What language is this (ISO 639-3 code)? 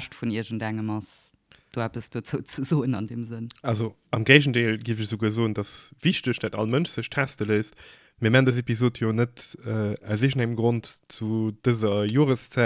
ltz